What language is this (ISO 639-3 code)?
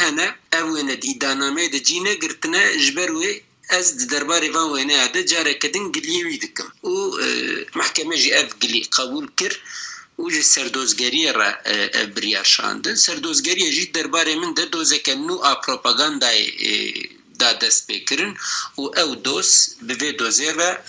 kur